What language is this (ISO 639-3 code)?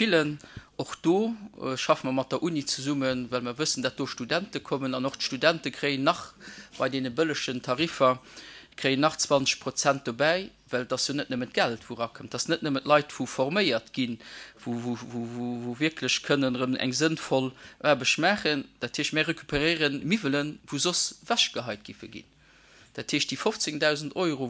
ltz